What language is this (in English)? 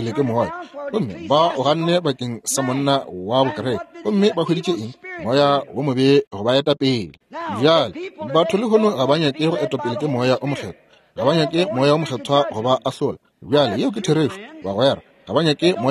Northern Sotho